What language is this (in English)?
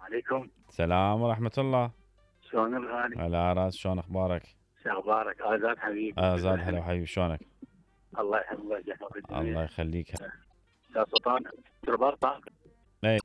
Mesopotamian Arabic